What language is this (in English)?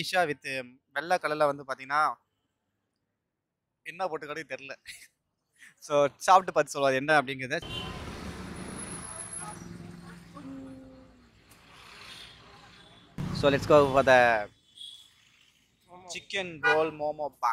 Tamil